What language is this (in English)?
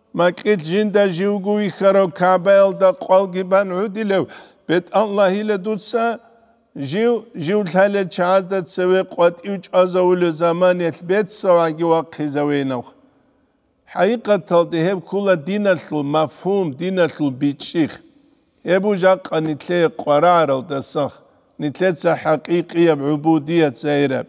Avaric